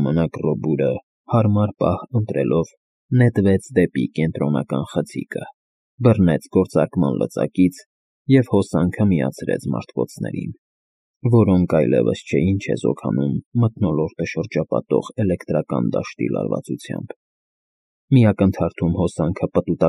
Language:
Armenian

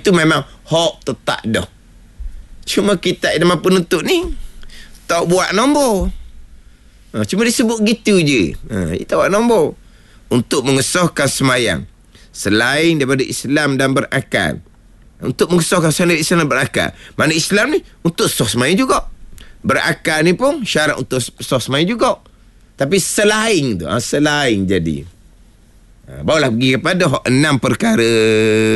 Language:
Malay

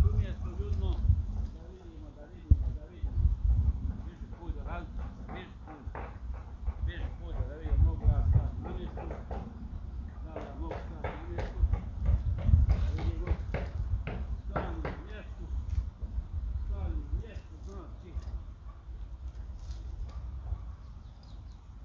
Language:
Croatian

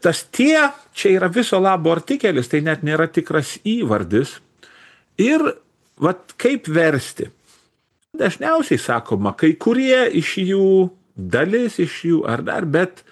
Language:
Lithuanian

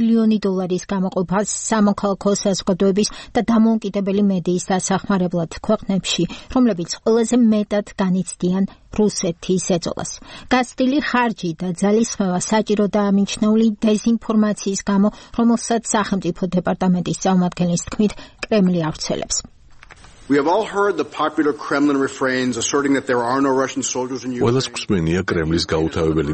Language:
Georgian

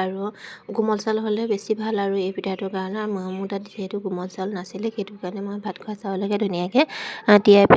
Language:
Assamese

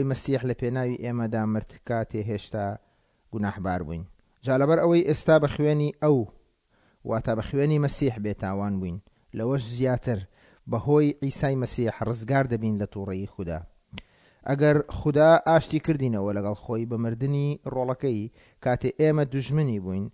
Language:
Central Kurdish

